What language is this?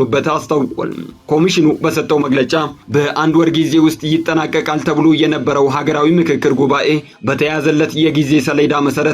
Amharic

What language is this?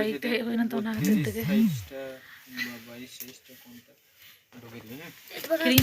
Santali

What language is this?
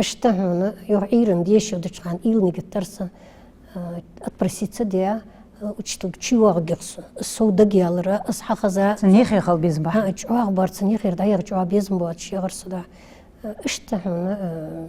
Ingush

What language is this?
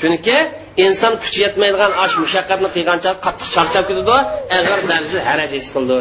Uyghur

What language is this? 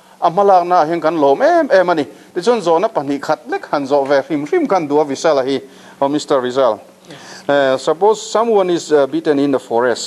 Mizo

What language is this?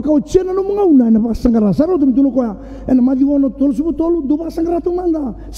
Fijian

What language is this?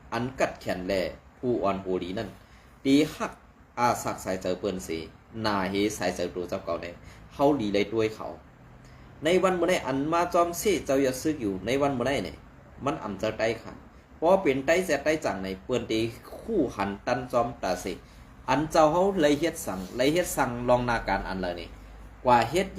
Shan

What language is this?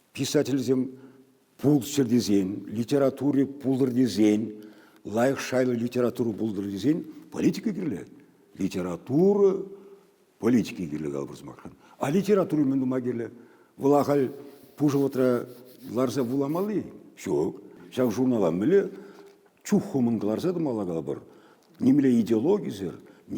Chuvash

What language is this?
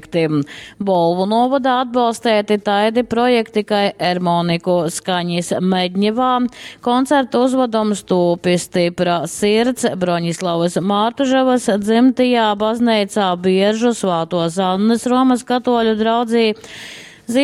Latgalian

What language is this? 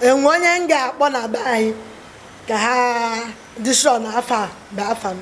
Igbo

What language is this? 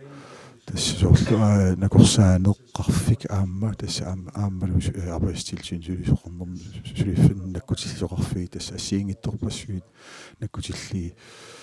Kalaallisut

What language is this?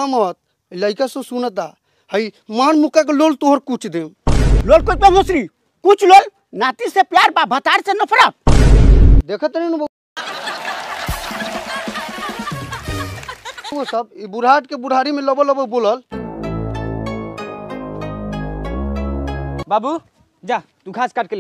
Bhojpuri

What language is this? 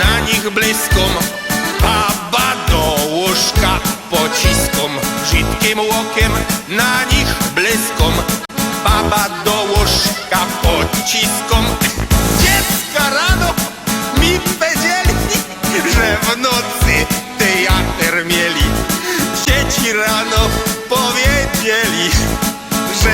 Silesian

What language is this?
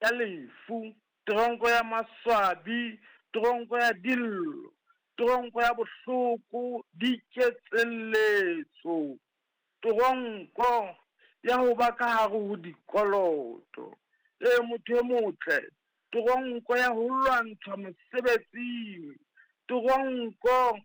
Southern Sotho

